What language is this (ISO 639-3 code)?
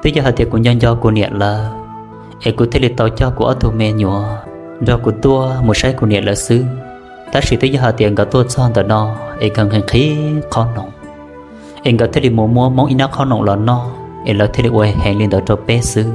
hmn